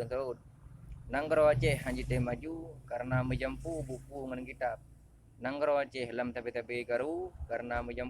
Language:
Achinese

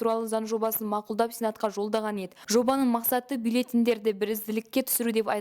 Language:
Kazakh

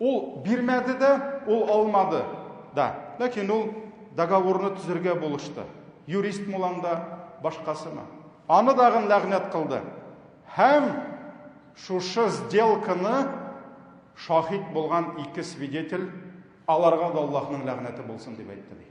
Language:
Tatar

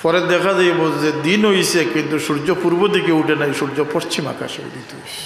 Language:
Sylheti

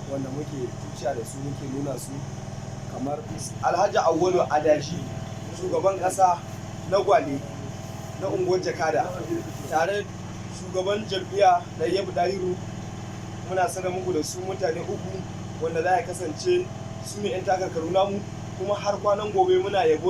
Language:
Hausa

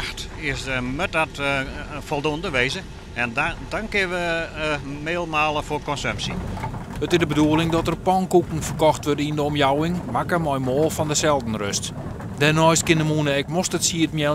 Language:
Western Frisian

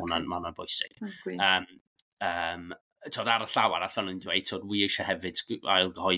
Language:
Welsh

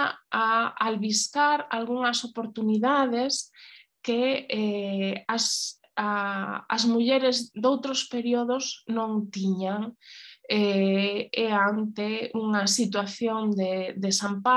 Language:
Galician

